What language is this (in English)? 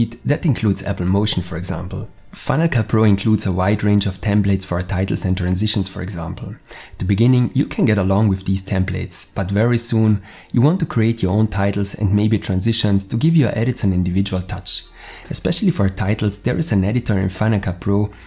English